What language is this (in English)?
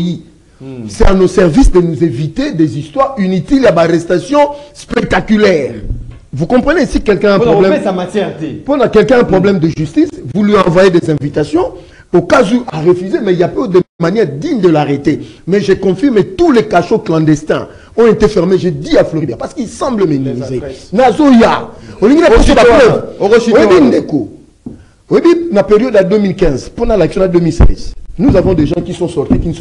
French